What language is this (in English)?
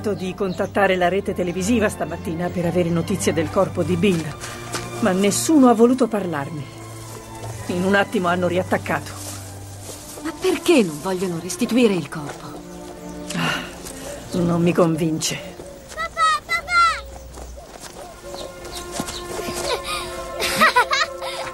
Italian